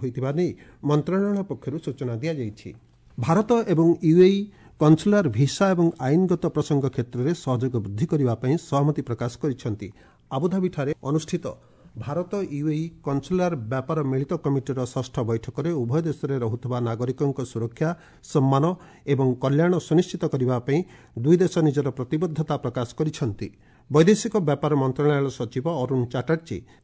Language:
Odia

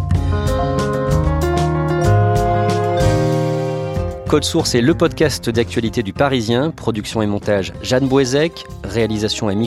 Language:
French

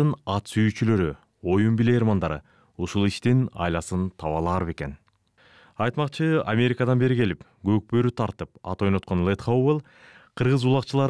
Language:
Kyrgyz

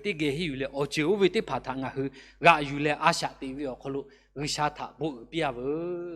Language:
Lahu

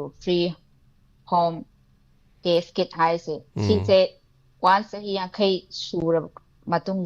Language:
Manipuri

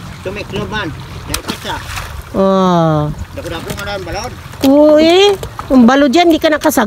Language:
Hiligaynon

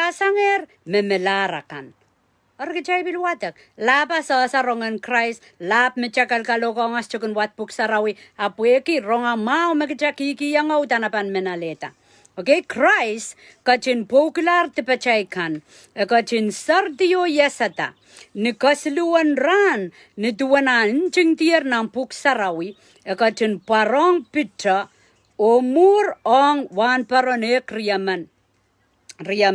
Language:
Pohnpeian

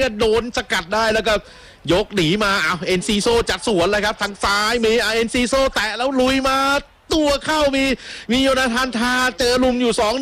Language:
Thai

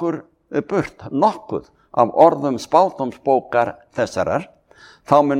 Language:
Icelandic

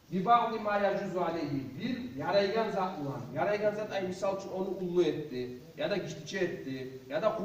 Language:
Kumyk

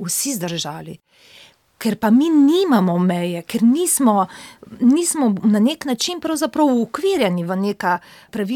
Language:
Slovenian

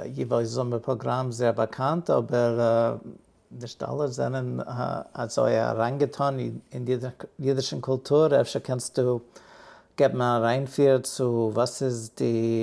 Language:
Yiddish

